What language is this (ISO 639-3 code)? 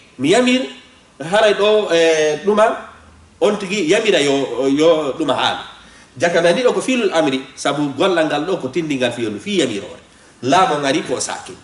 ful